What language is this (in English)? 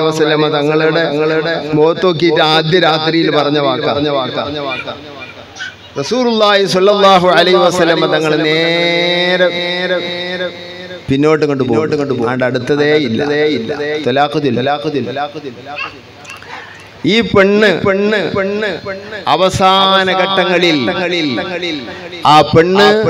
Malayalam